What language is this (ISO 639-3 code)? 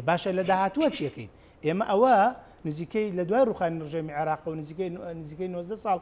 ckb